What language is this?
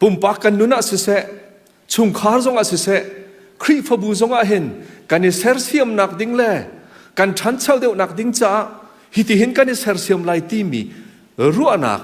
Hakha Chin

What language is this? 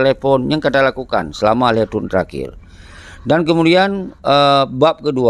Achinese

